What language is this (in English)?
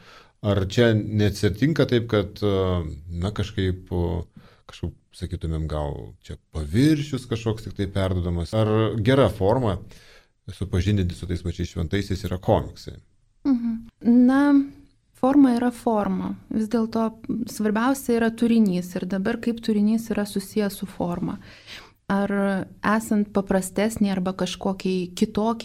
Lithuanian